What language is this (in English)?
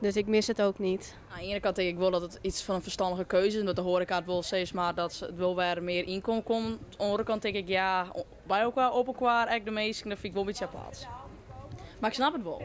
Western Frisian